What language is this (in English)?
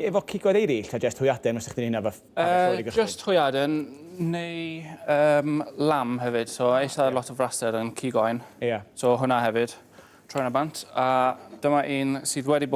Welsh